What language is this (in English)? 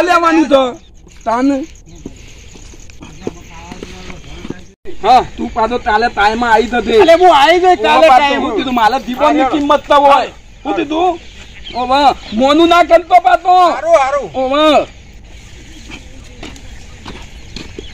Gujarati